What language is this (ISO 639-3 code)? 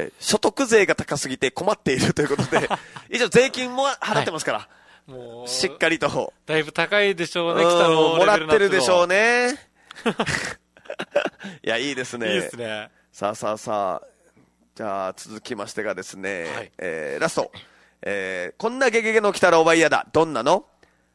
jpn